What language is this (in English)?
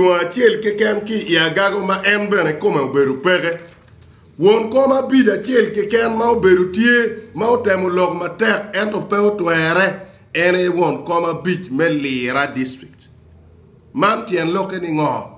Acoli